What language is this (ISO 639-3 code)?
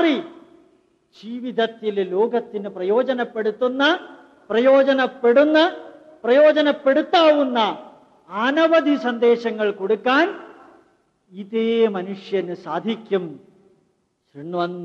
mal